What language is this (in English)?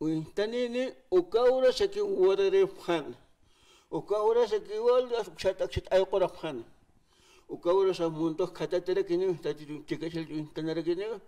Aymara